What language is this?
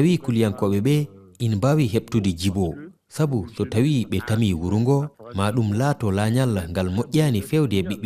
Fula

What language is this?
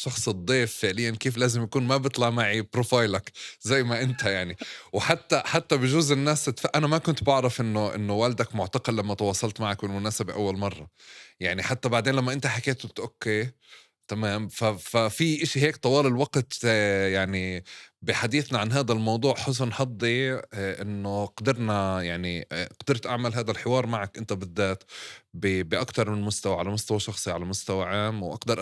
North Levantine Arabic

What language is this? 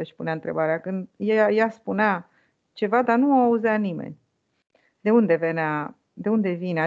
Romanian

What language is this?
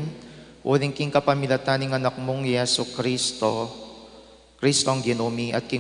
Pampanga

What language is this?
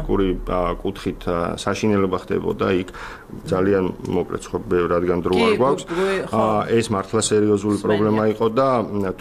Georgian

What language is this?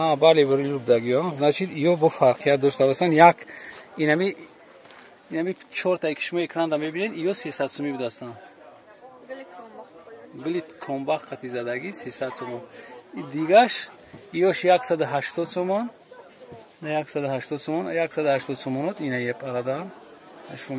Tajik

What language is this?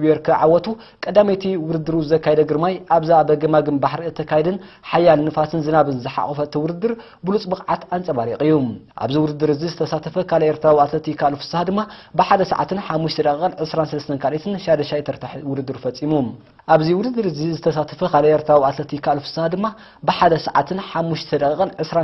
Tigrinya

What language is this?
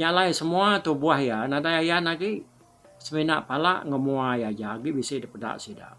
Iban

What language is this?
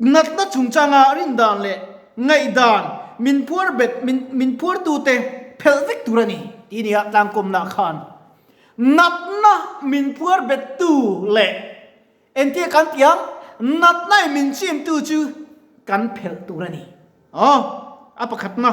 Mizo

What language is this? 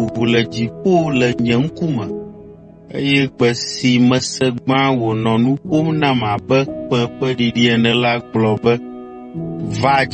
Ewe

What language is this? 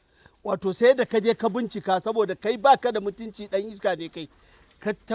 Hausa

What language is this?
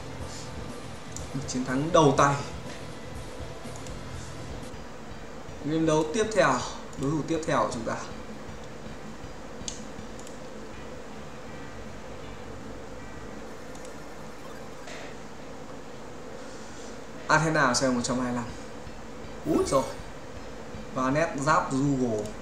Vietnamese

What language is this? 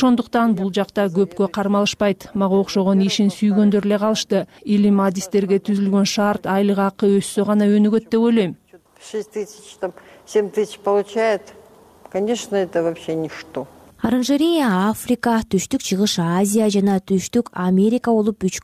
Kyrgyz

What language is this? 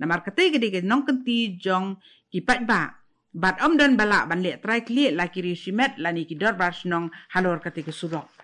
Khasi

